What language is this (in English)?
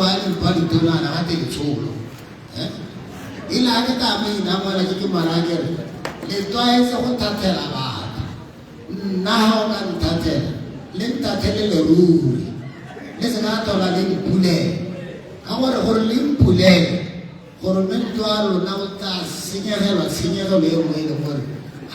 Tswana